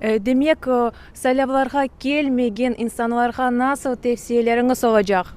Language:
Crimean Tatar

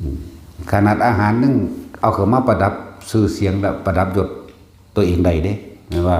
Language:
Northeastern Thai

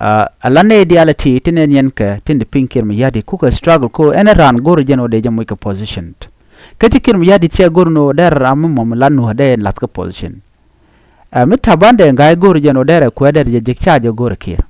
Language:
Nuer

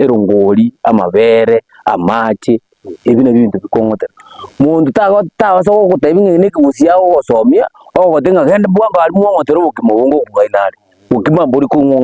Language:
Gusii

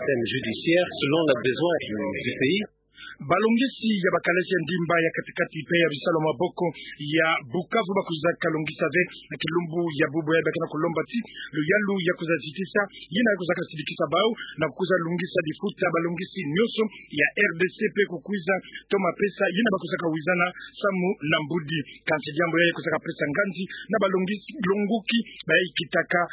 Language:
Kituba (Democratic Republic of Congo)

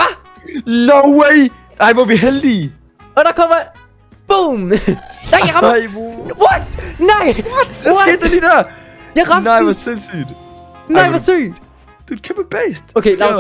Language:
Danish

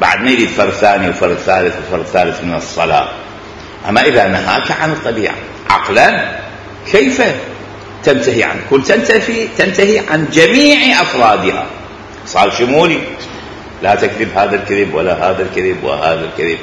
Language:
Mesopotamian Arabic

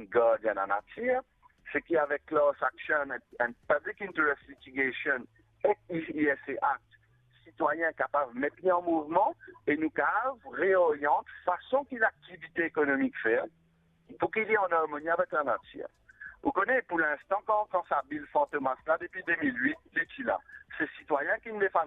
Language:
Morisyen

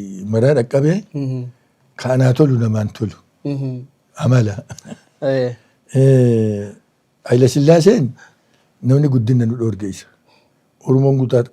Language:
Oromo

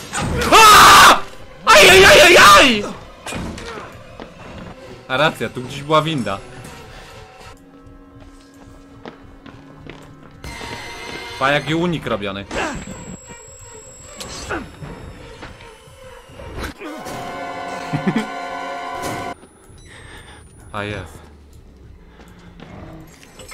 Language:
Polish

